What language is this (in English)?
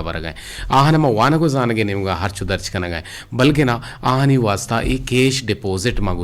Eastern Balochi